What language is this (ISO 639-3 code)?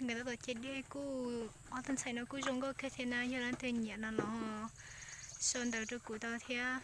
hmn